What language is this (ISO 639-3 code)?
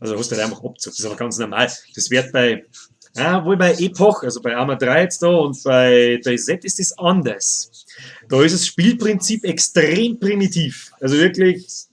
bar